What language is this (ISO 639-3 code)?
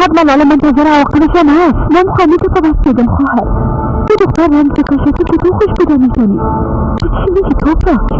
fas